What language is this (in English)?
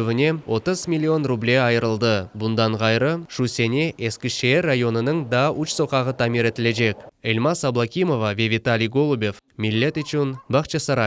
Crimean Tatar